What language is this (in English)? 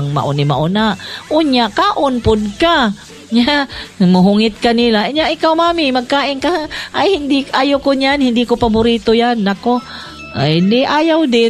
Cebuano